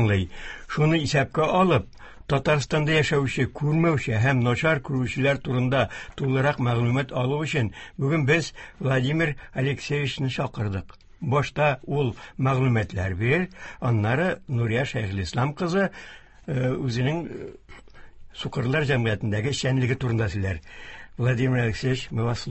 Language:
Tatar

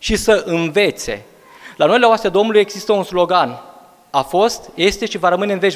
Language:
Romanian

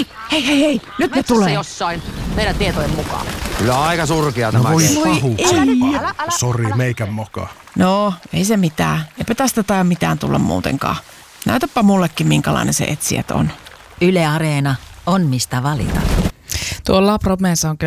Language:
Finnish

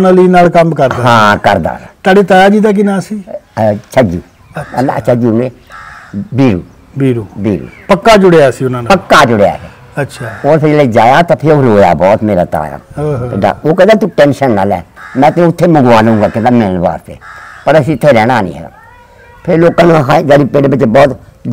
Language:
Punjabi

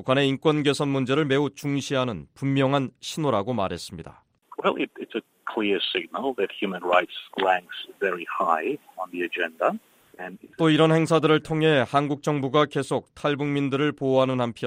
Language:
Korean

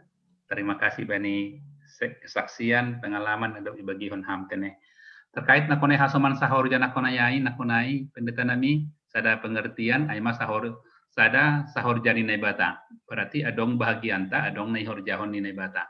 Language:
Batak Simalungun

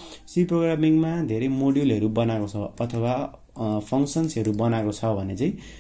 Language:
Nepali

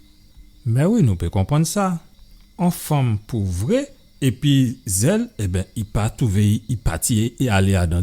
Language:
Guadeloupean Creole French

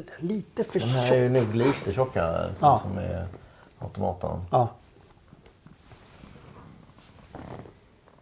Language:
Swedish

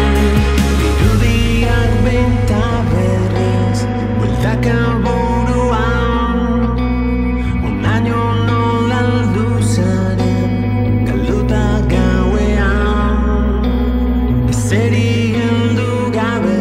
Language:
Basque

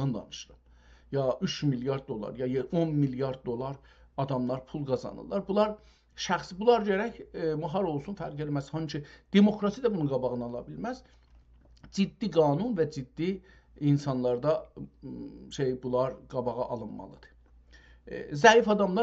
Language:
South Azerbaijani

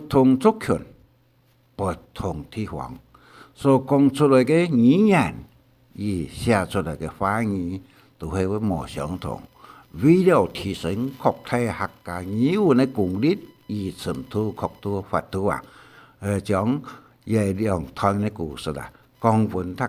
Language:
Hakka Chinese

